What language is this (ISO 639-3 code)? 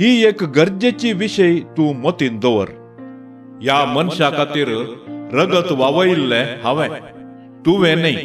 kok